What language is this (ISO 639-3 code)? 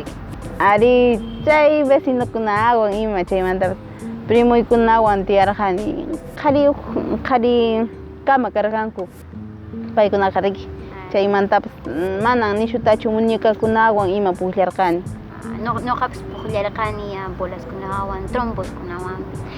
que